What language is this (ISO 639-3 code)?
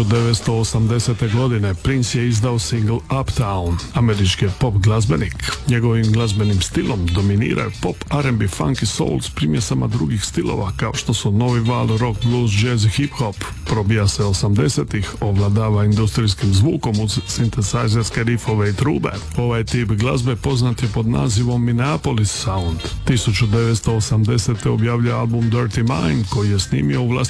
hrv